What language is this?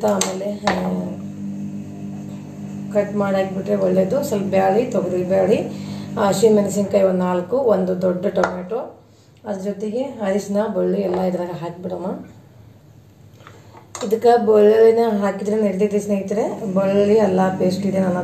Kannada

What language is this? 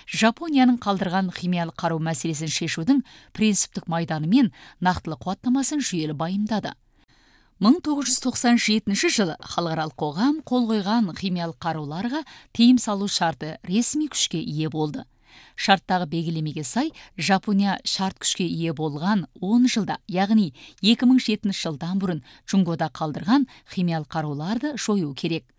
Kazakh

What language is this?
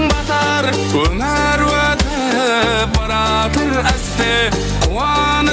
Kara-Kalpak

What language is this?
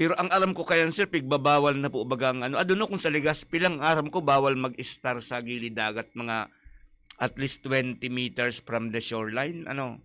Bikol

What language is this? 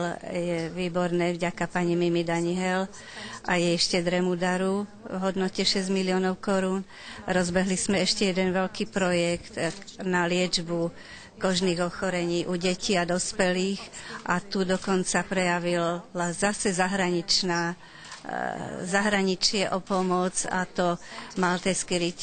Slovak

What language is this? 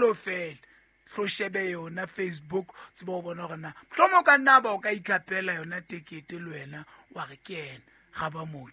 Southern Sotho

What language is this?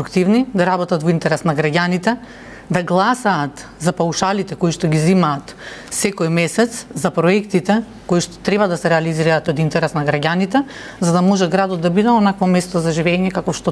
Macedonian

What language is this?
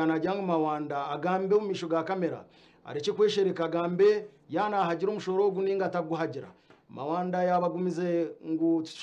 Nyankole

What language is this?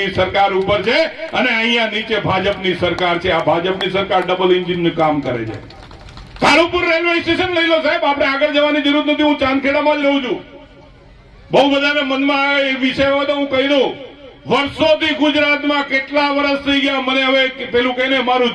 Gujarati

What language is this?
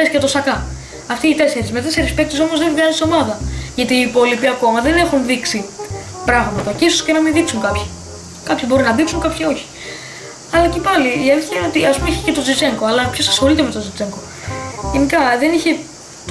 Greek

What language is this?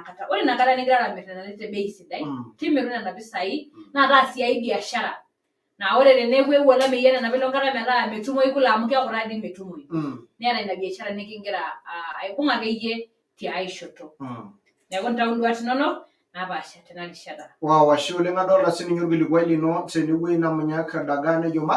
Masai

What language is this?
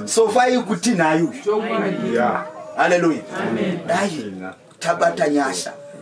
Shona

